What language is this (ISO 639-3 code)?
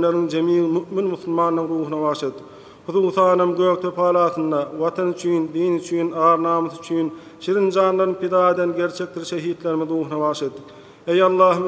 tuk